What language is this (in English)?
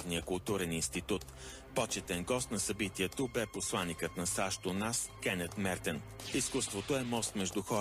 Bulgarian